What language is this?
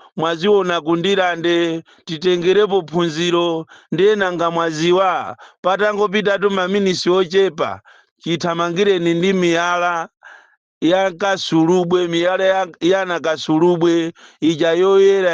Nyanja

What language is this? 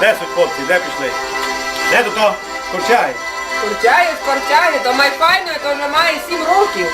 Rusyn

